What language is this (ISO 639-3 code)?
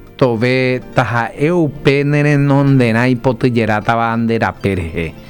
grn